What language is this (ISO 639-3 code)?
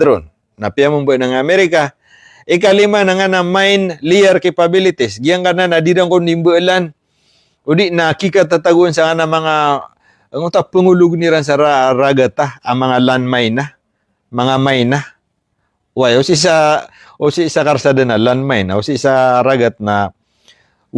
mrw